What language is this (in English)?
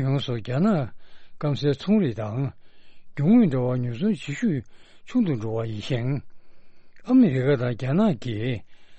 Tibetan